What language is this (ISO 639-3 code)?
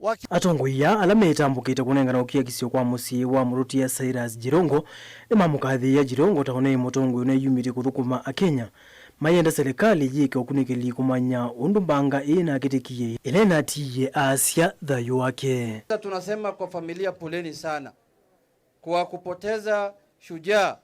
kam